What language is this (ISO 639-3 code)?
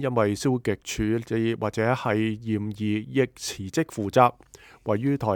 yue